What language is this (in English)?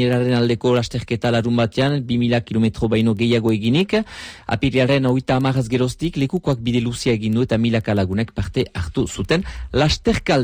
Basque